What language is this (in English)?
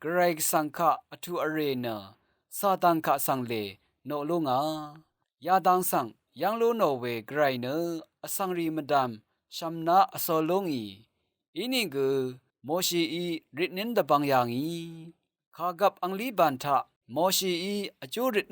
Rawang